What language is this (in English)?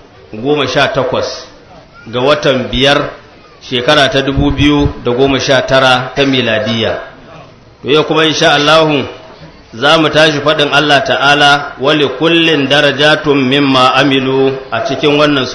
Hausa